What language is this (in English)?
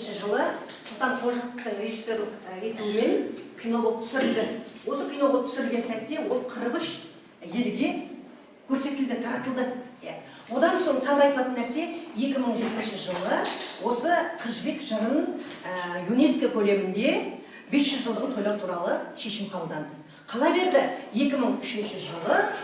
Kazakh